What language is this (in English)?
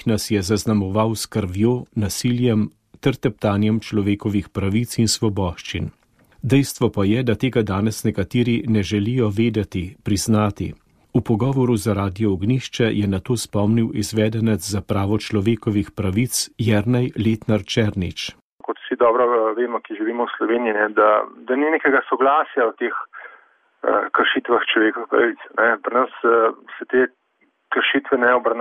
Slovenian